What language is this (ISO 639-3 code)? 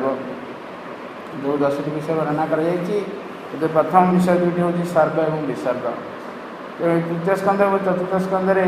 ori